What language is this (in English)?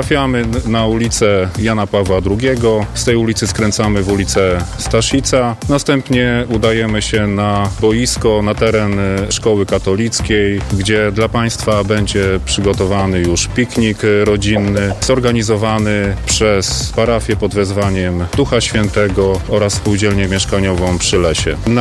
Polish